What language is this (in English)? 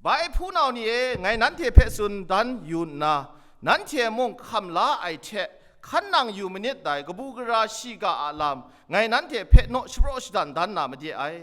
Kachin